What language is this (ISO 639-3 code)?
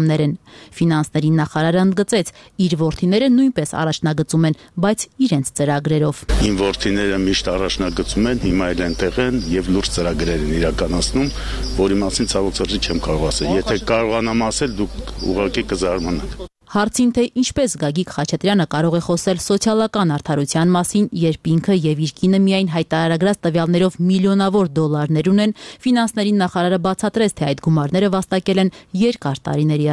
hye